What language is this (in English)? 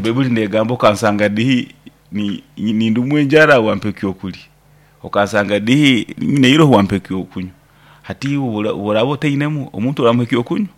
Nyankole